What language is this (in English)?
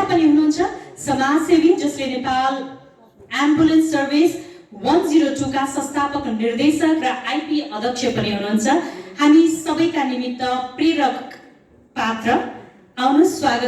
Nepali